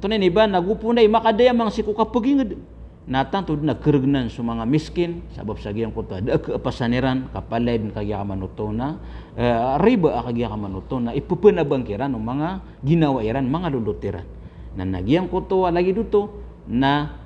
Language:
Maranao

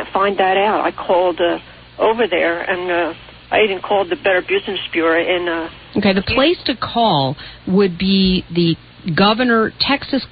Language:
English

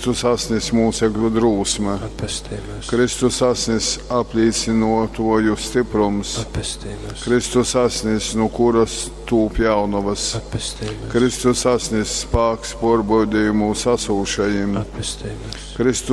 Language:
Latgalian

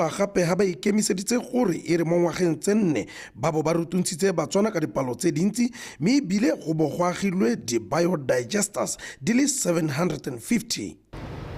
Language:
Tswana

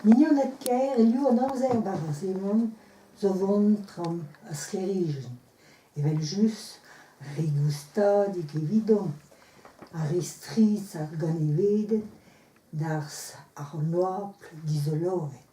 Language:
Breton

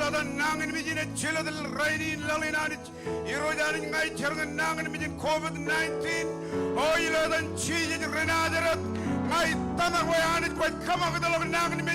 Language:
Marshallese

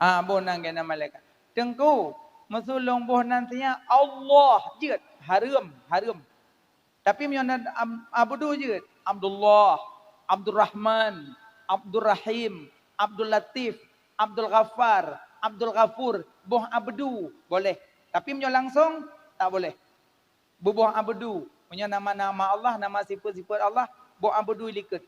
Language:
Achinese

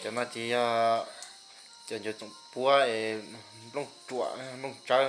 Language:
Hmong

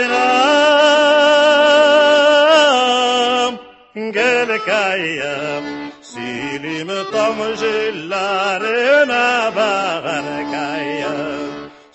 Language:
Tatar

